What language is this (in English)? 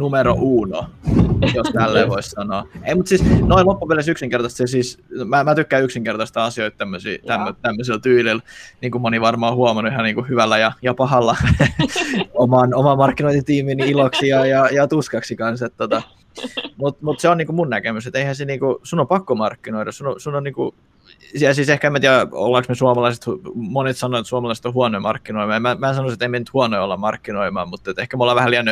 Finnish